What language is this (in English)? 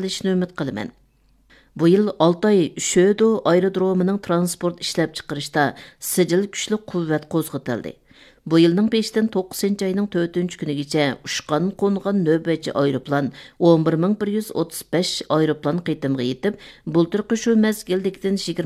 Uyghur